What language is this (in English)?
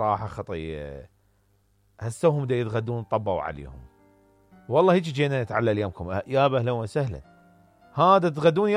Mesopotamian Arabic